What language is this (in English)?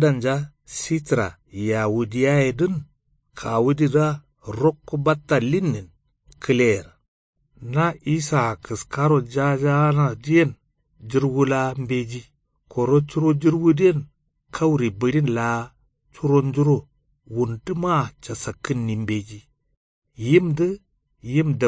Kanuri